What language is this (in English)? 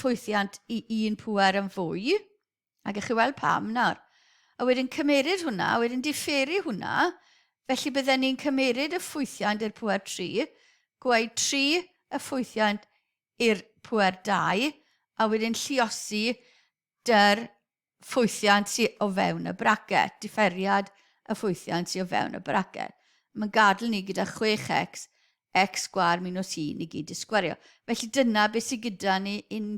Welsh